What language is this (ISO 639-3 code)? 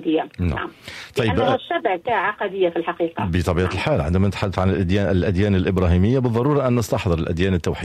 aeb